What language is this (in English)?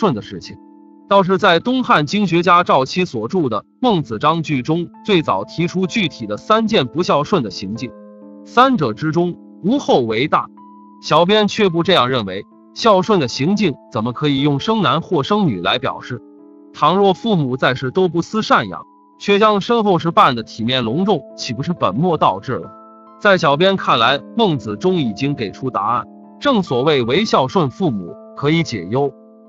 Chinese